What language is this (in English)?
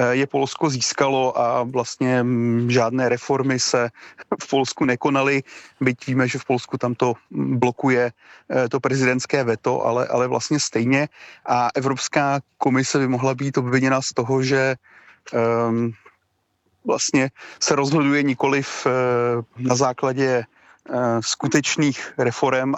Czech